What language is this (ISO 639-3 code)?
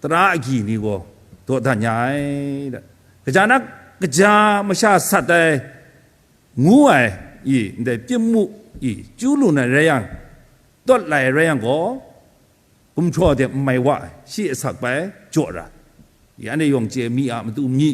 kac